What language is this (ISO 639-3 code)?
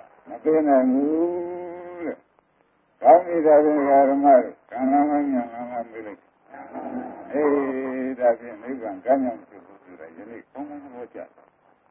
mya